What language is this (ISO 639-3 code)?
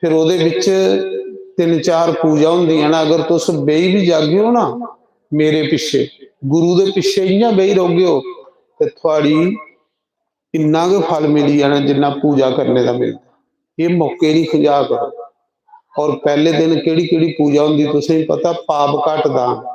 doi